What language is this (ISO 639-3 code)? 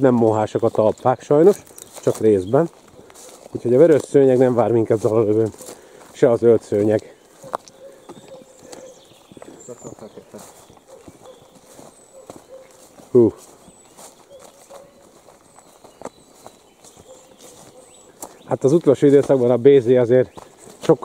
hun